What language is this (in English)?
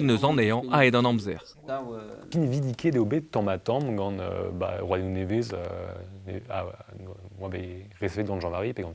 Breton